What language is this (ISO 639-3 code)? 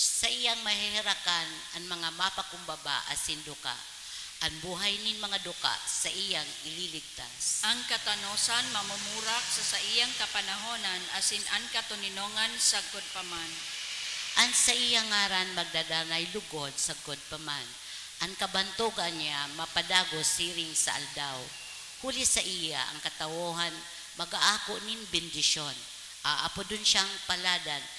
bik